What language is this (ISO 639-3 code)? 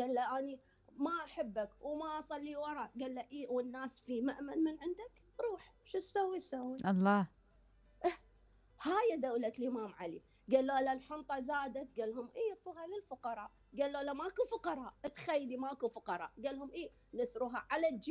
acm